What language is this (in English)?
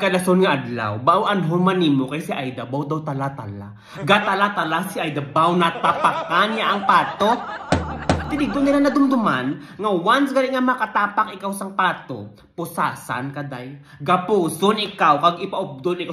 Hiligaynon